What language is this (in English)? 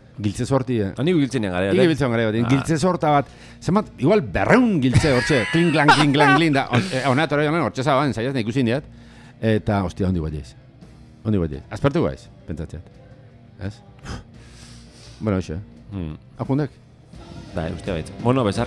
Basque